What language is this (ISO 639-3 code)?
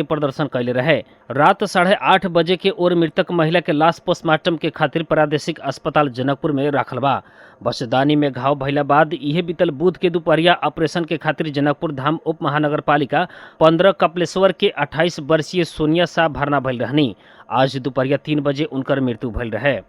bho